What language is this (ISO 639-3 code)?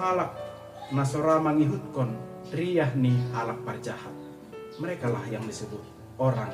bts